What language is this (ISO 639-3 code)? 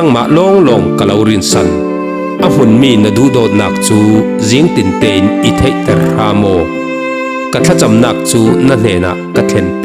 cfm